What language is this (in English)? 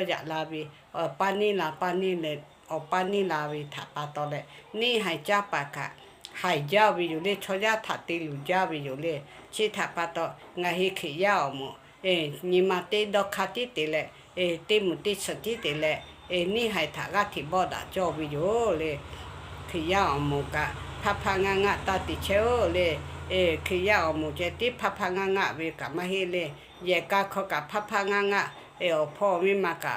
Lahu